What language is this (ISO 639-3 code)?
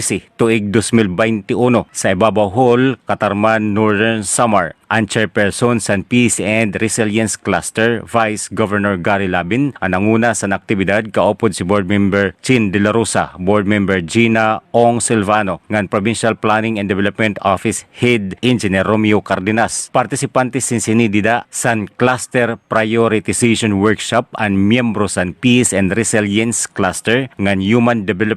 war